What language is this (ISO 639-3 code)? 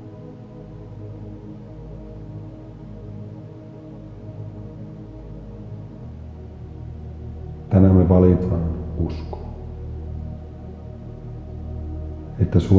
fin